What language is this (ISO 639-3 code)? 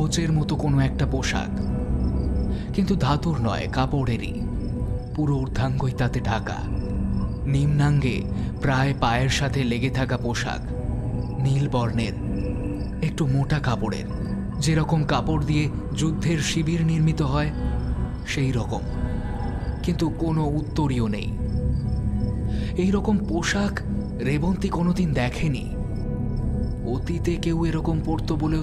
ben